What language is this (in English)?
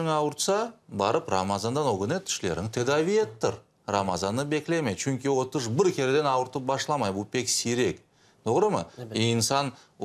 Crimean Tatar